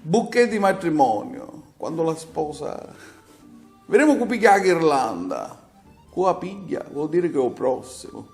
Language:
Sicilian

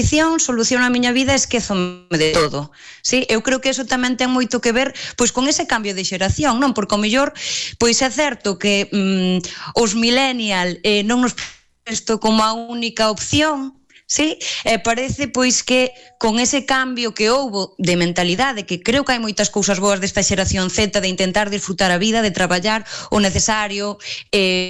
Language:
Galician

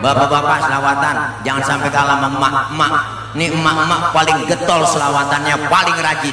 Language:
Betawi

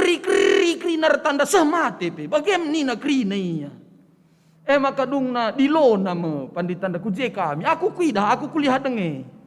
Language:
Batak Karo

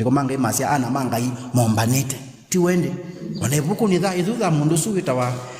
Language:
Kamba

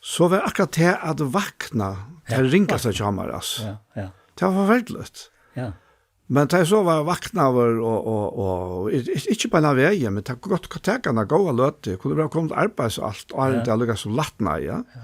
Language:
Faroese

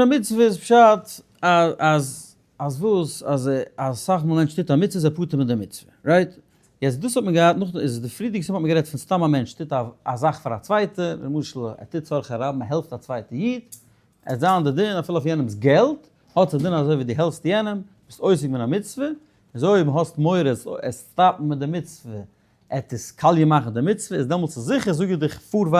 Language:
Yiddish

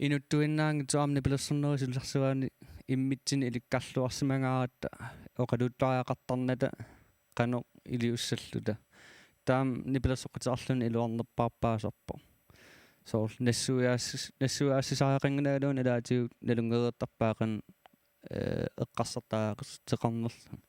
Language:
Kalaallisut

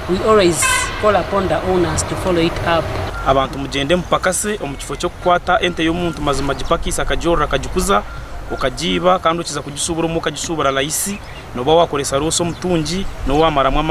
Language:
Nyankole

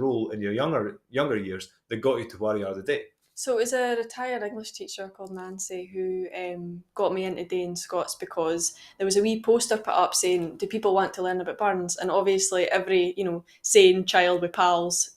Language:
Scots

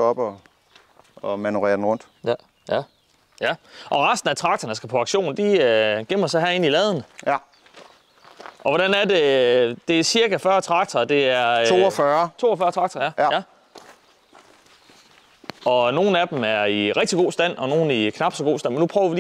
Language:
Danish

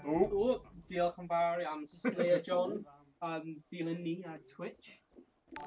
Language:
Welsh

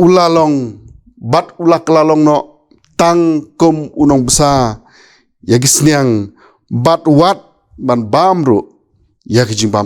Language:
Khasi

